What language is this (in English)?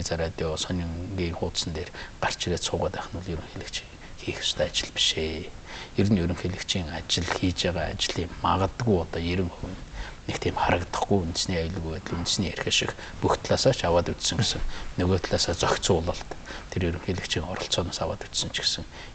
Mongolian